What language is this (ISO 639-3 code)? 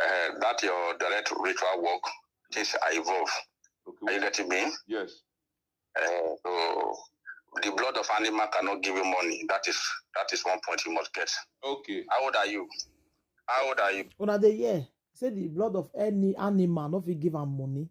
pcm